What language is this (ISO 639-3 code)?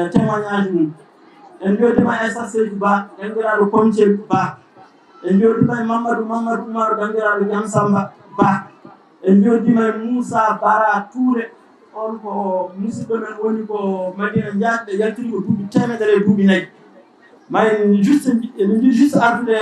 ful